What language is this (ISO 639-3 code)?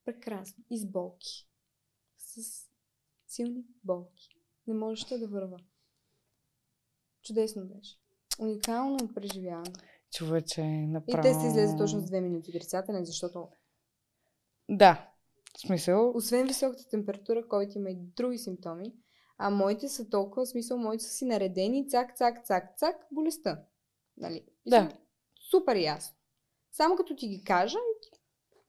bul